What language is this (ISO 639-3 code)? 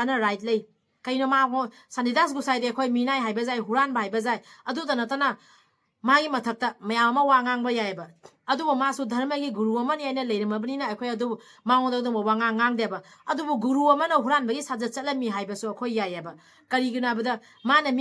mni